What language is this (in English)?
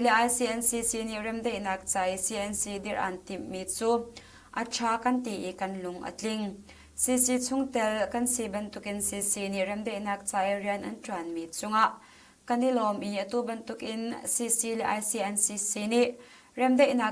Hakha Chin